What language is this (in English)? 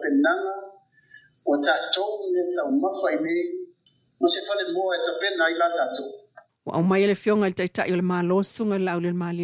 Samoan